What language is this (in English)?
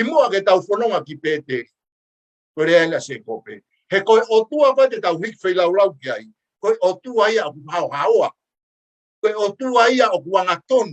Tongan